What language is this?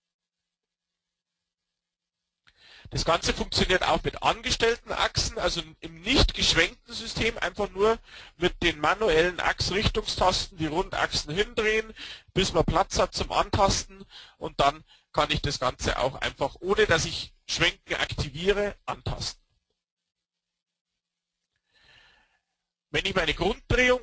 German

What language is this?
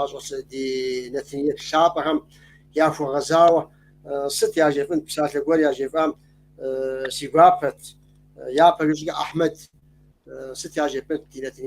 Kabardian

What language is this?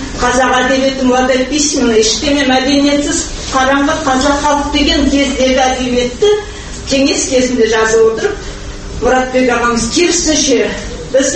Kazakh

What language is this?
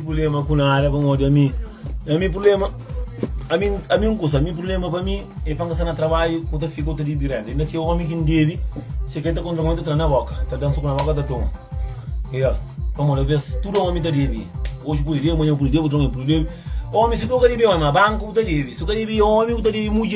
Kabuverdianu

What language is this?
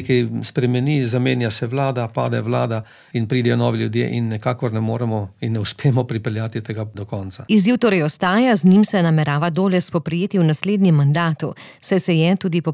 Slovenian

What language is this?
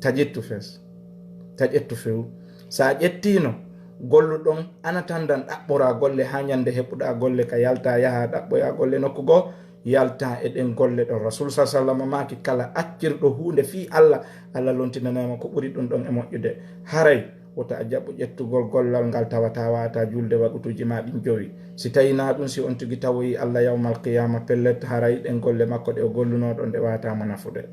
Fula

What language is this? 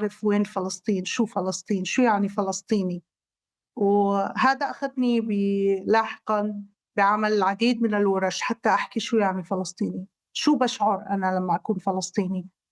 North Levantine Arabic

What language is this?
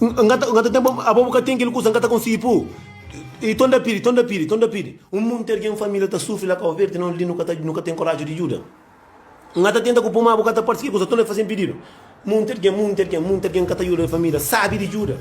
Kabuverdianu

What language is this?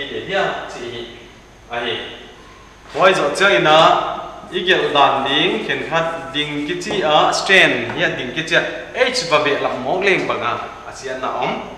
Paite Chin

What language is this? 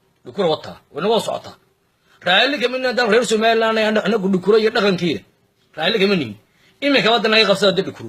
Somali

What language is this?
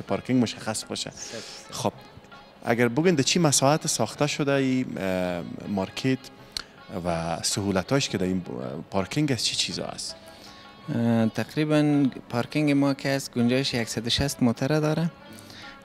Persian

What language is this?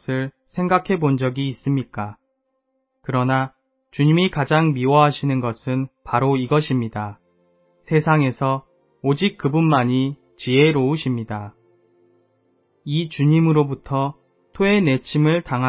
Korean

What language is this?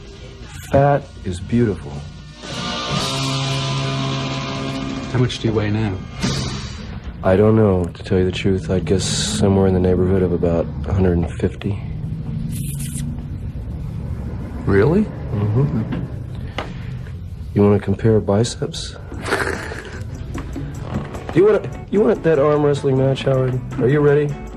English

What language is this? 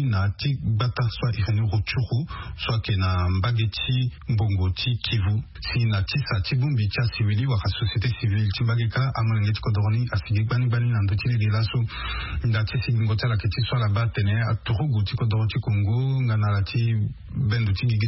Sango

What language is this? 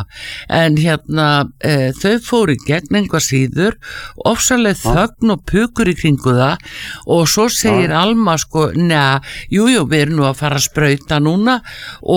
Icelandic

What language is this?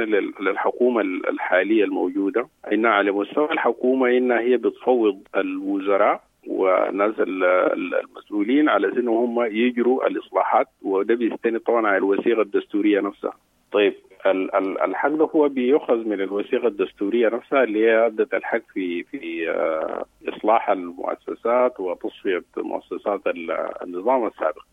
Sudanese Arabic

